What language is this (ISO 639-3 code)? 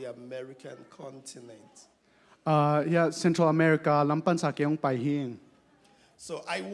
ctd